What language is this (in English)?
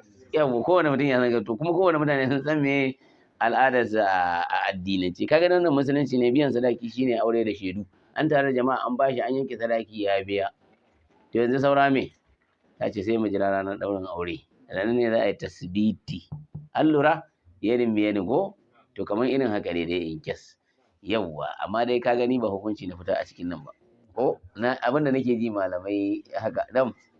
Hausa